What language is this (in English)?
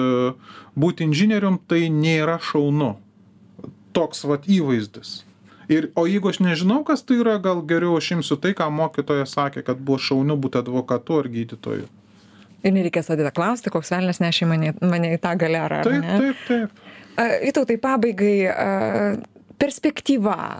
Lithuanian